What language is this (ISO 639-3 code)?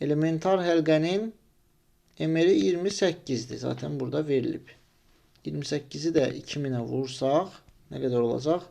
aze